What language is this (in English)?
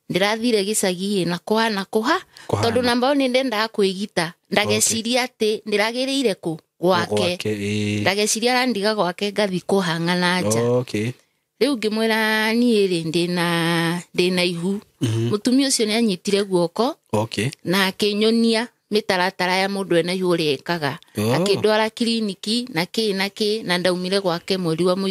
Kikuyu